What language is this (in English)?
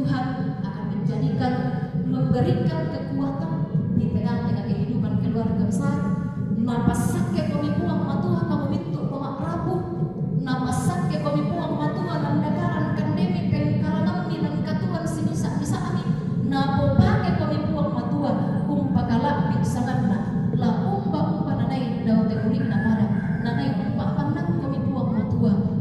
Toraja-Sa'dan